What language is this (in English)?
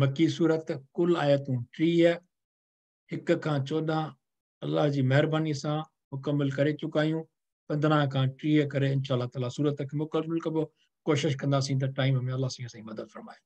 Sindhi